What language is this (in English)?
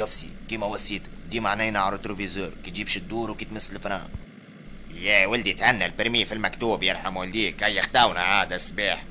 Tunisian Arabic